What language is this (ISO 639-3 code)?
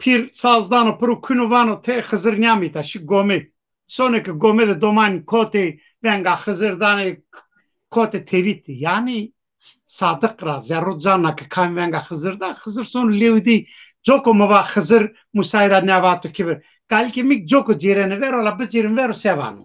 zza